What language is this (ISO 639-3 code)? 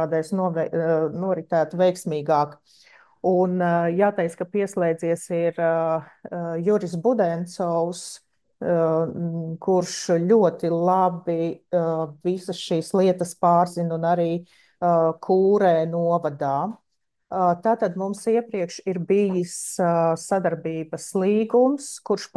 lav